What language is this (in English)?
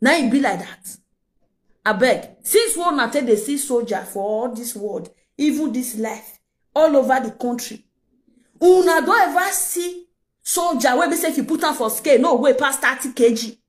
Nigerian Pidgin